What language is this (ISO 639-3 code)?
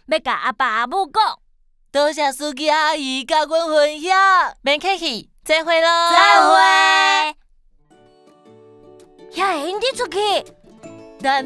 nan